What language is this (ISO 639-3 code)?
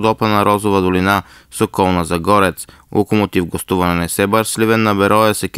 bul